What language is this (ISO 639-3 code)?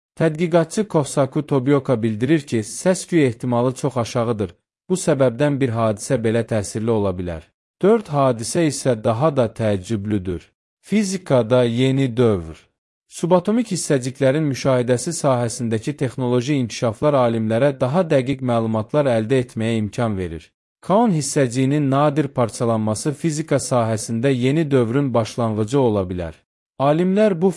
aze